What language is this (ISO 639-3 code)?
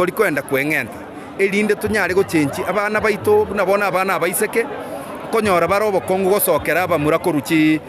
guz